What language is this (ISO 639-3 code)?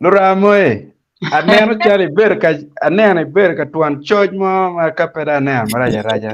ach